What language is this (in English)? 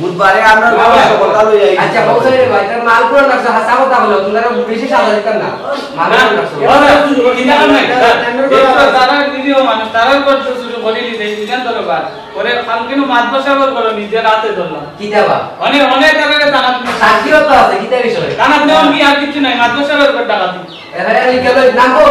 Sylheti